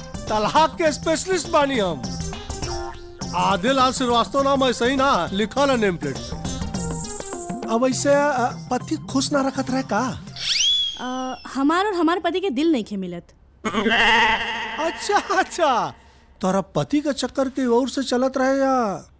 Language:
Bhojpuri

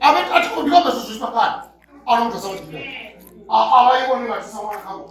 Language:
Venda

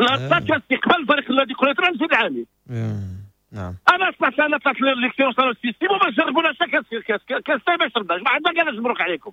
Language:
Moroccan Arabic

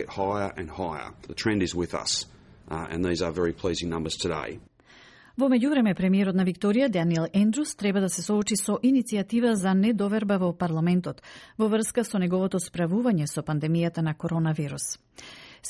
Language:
Macedonian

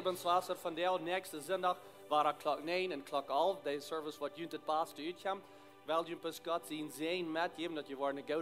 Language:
Plautdietsch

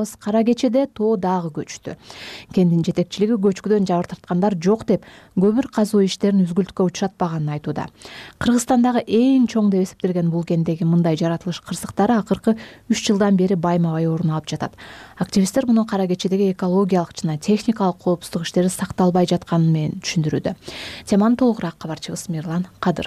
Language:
Kyrgyz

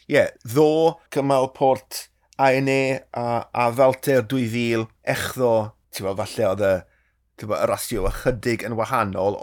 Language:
Welsh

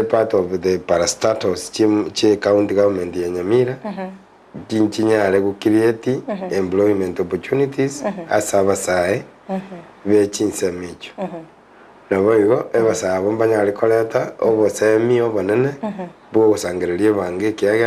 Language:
Gusii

